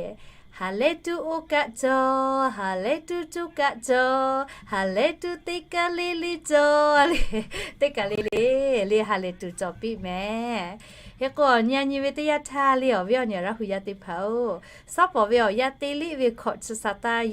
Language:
Lahu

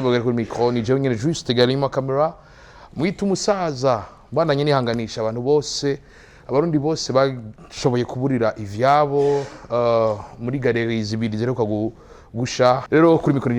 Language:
Rundi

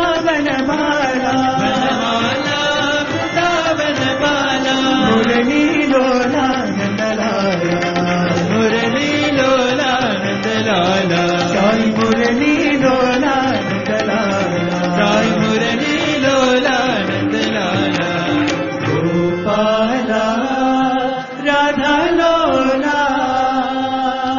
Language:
Telugu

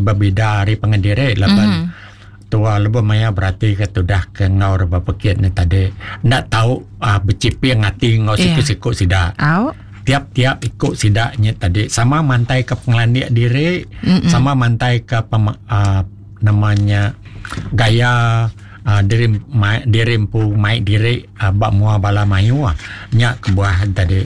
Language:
Iban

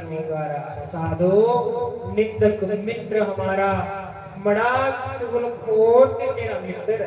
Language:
Dogri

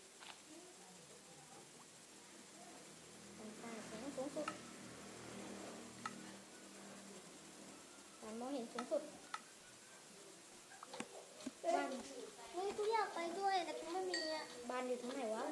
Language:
Thai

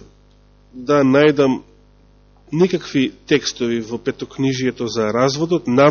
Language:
Macedonian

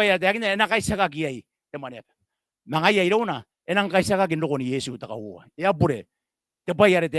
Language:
Gilbertese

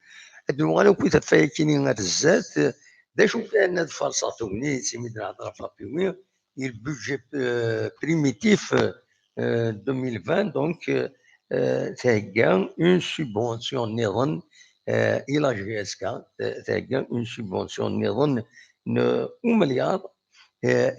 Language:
Kabyle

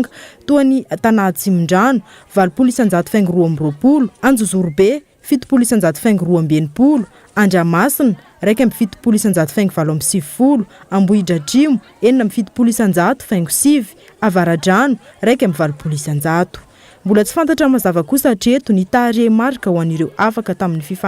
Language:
Malagasy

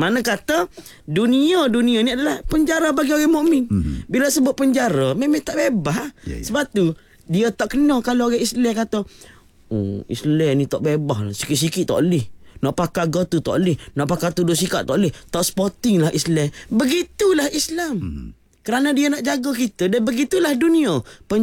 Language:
Malay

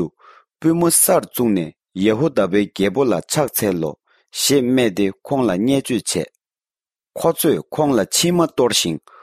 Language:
Tibetan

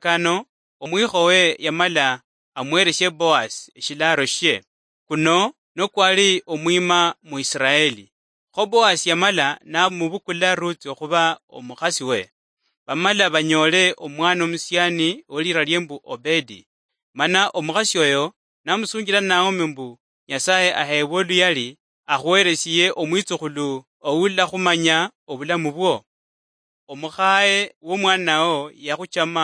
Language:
Luyia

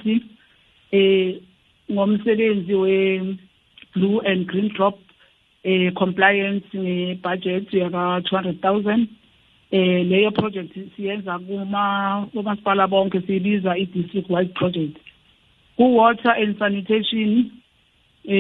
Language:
South Ndebele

